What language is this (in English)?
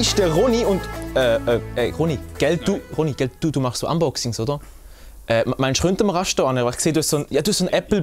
Swiss German